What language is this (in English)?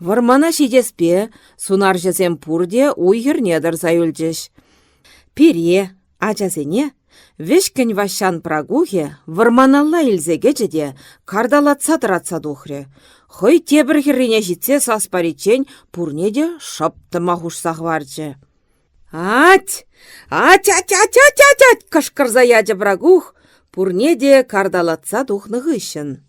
Chuvash